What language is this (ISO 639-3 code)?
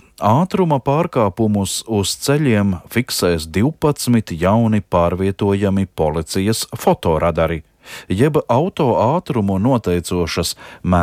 lav